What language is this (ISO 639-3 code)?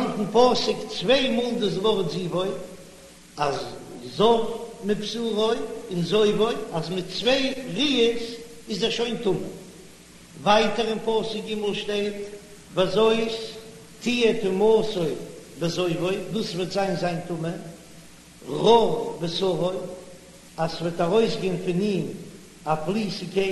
yid